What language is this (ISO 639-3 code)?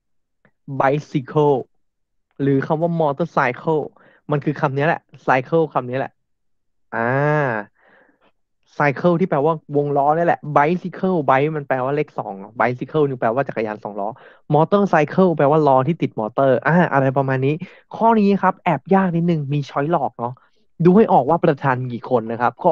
tha